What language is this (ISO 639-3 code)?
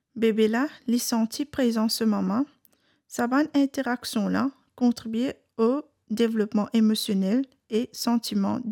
mfe